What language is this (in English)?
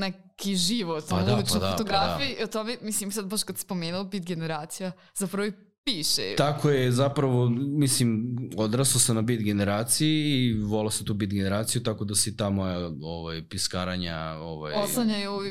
Serbian